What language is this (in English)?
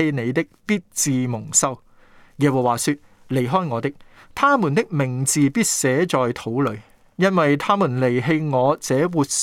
Cantonese